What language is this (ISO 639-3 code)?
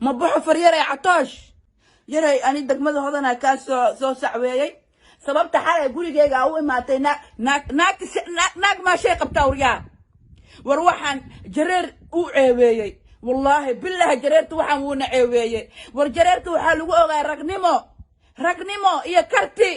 som